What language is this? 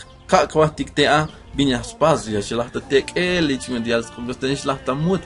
Tzeltal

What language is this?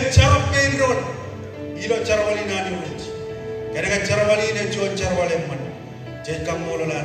Marshallese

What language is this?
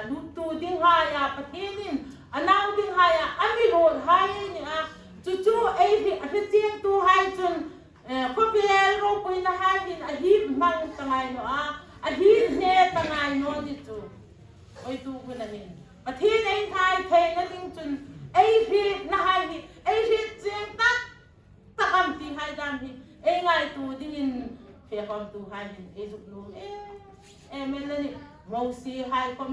Hmar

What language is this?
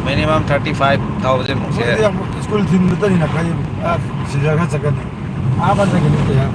Manipuri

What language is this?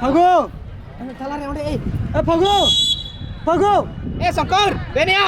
Santali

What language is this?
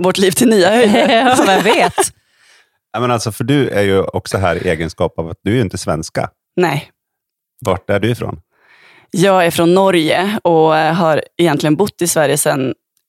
Swedish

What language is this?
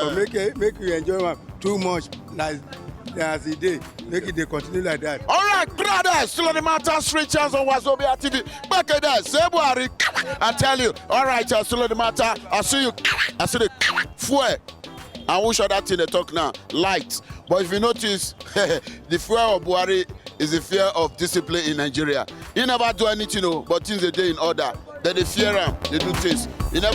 Nigerian Pidgin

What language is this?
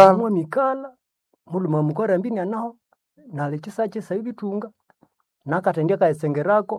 Nande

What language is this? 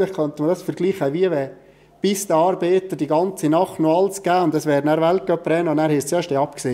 Swiss German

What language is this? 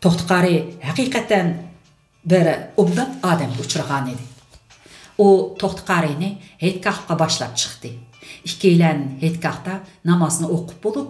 Uyghur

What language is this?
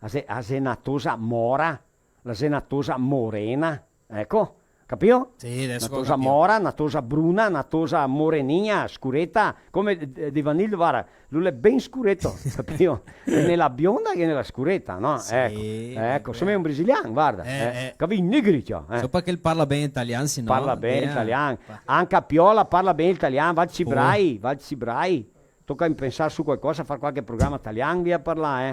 Venetian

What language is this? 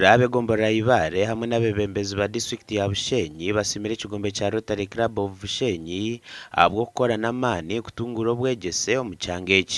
Nyankole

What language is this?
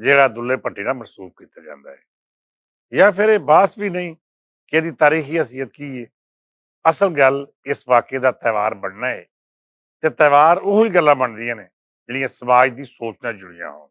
Western Panjabi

